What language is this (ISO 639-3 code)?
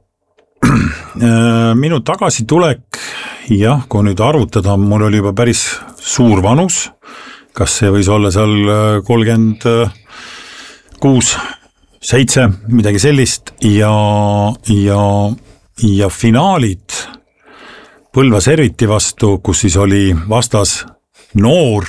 est